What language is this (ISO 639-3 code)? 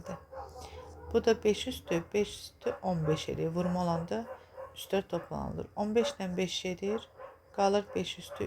aze